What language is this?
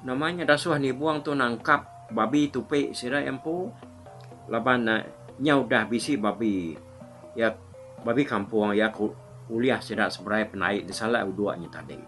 Iban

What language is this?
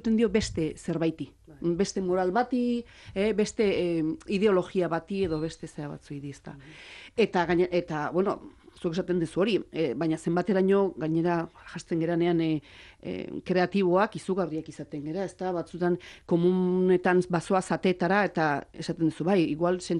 Basque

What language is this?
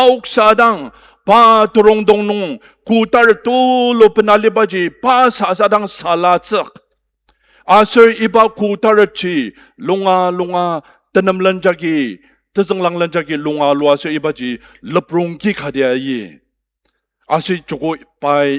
Ao Naga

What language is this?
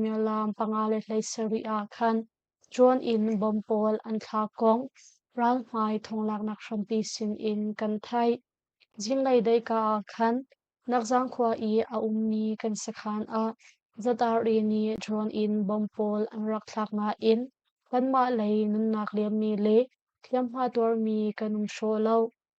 Hakha Chin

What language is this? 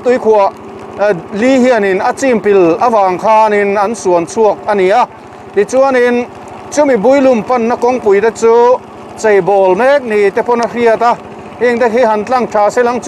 Mizo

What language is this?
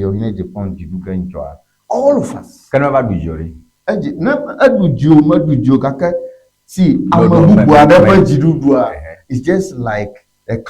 Ewe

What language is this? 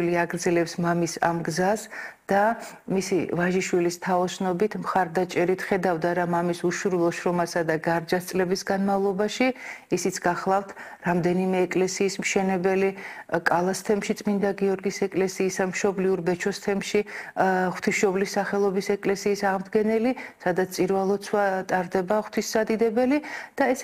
Georgian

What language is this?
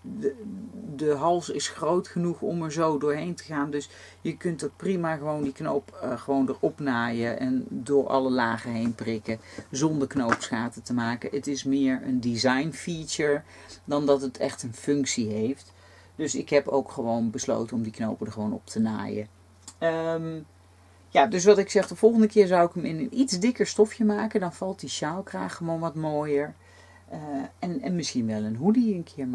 Dutch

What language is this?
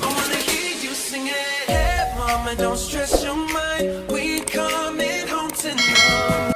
Cebuano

